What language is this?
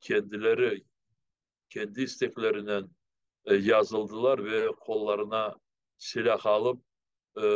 Crimean Tatar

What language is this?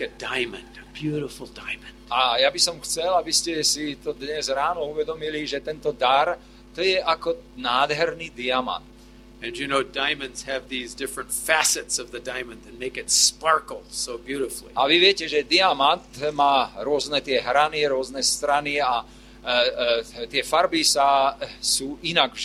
Slovak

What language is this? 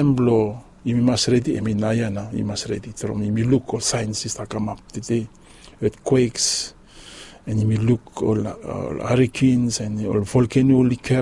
Bislama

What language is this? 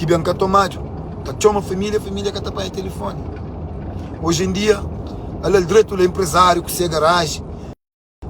Kabuverdianu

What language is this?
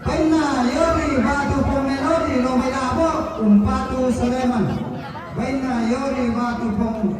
Toraja-Sa'dan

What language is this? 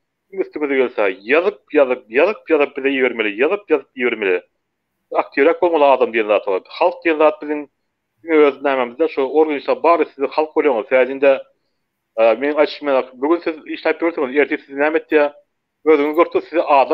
Turkmen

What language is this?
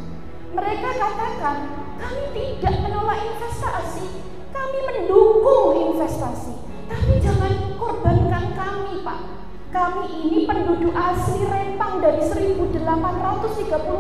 Indonesian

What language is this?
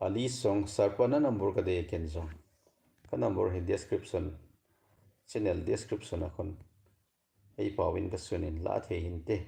Thado Chin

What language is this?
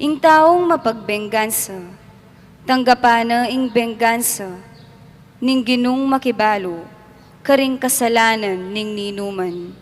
Pampanga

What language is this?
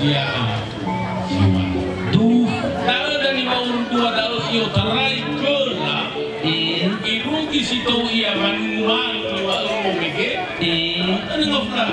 Nias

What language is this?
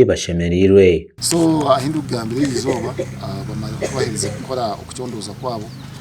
Nyankole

